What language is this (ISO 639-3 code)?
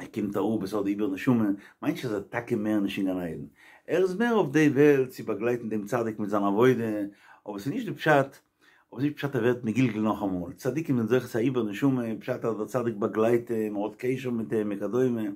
yid